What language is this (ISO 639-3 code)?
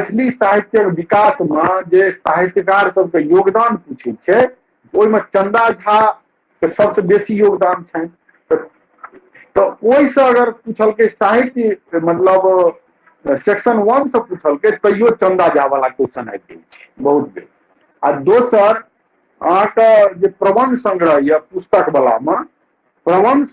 mai